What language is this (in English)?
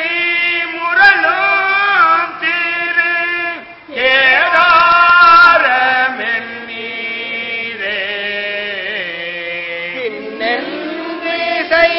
Tamil